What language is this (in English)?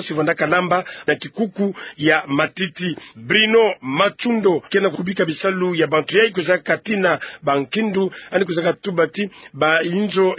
Kituba (Democratic Republic of Congo)